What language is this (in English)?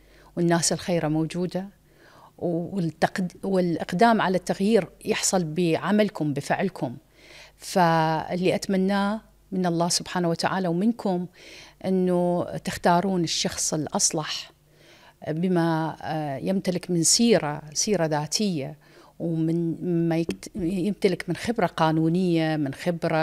Mesopotamian Arabic